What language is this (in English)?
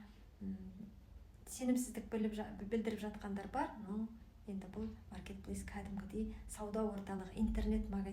Kazakh